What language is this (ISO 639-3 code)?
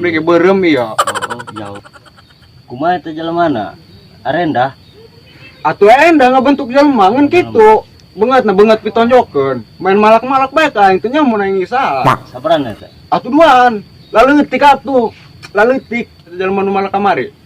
sun